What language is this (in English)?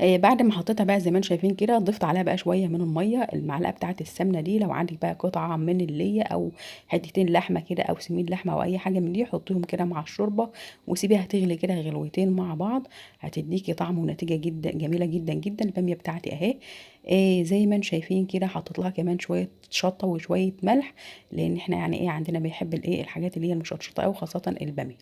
Egyptian Arabic